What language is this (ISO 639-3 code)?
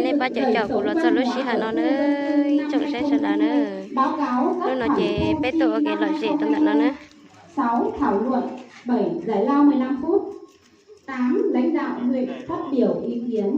hmn